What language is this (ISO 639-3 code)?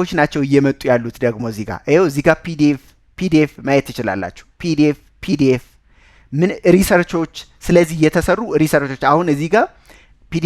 amh